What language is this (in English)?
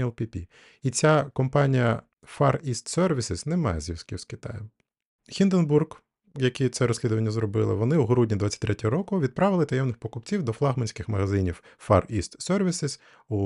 Ukrainian